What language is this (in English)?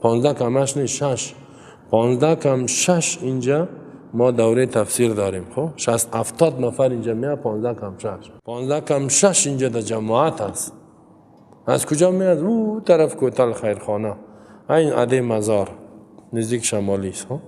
Persian